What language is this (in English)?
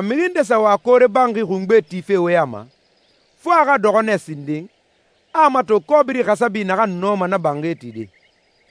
Susu